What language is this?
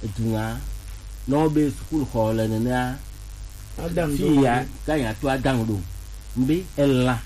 Gen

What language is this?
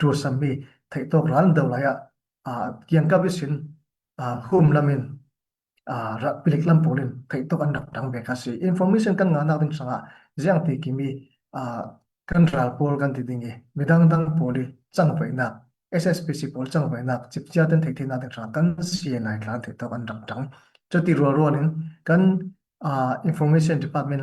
Falam Chin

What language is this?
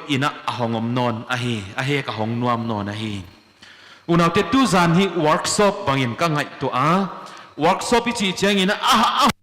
Paite Chin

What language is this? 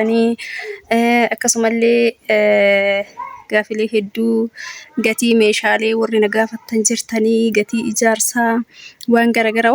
Oromo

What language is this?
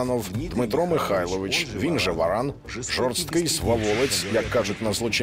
Ukrainian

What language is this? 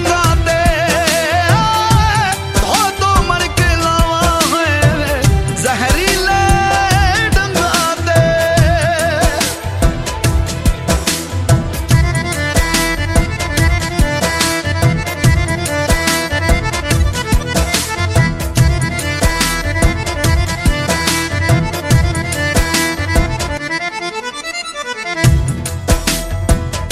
Hindi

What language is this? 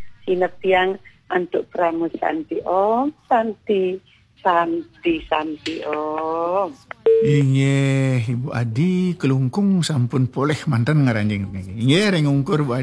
Balinese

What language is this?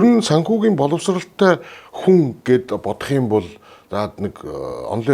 Mongolian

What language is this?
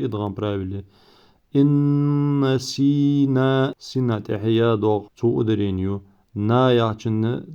Ingush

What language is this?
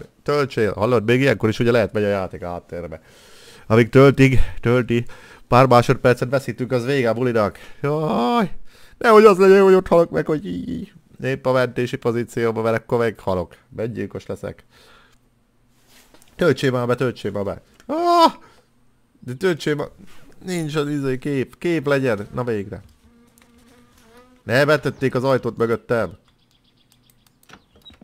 Hungarian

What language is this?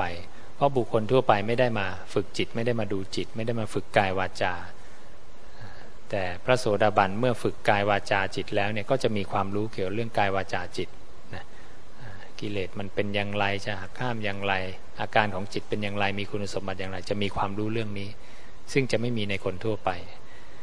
Thai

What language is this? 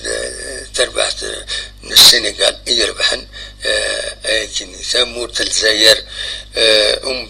Kabyle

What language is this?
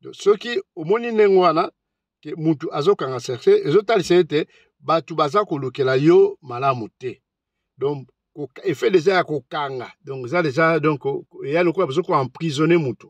Lingala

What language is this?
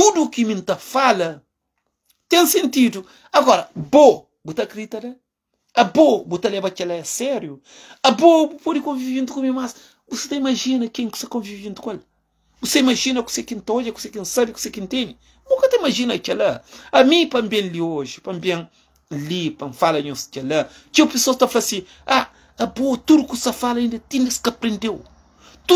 Kabuverdianu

